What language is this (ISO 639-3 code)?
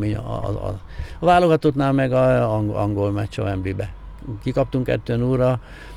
hun